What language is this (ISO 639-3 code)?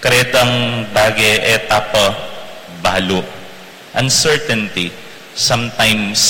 pam